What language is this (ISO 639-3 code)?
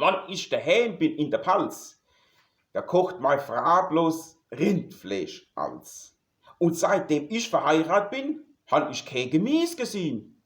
pfl